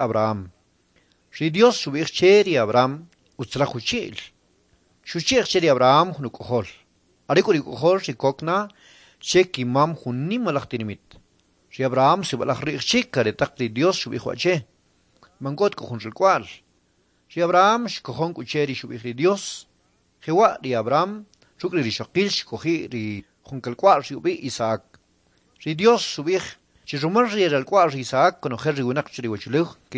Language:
Kʼicheʼ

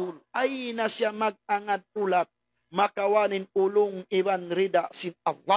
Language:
Tausug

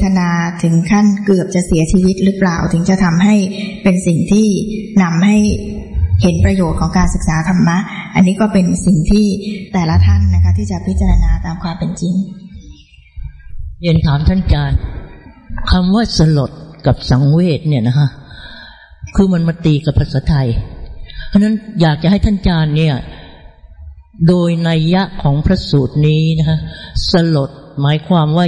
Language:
Thai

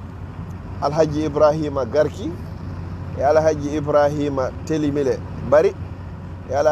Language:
Fula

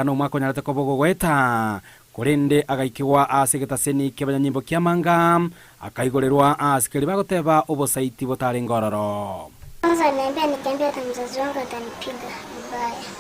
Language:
Gusii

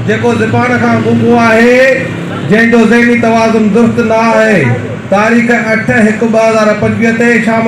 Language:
Sindhi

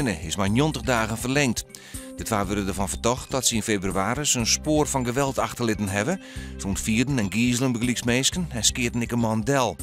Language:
Western Frisian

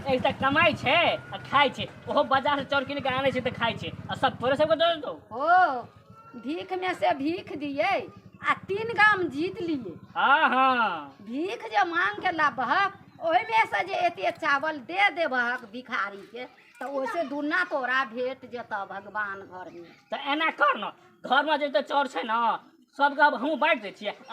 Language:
Maithili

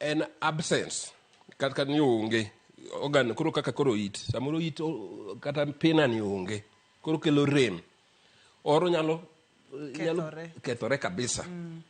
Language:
Luo (Kenya and Tanzania)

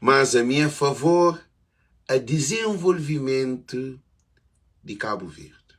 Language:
Kabuverdianu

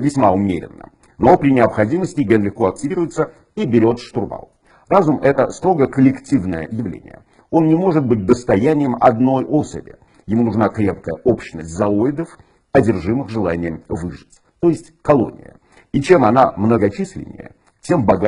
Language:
Russian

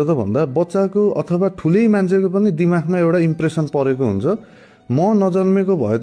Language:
Nepali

